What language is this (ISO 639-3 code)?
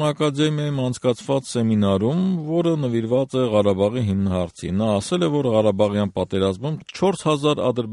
hye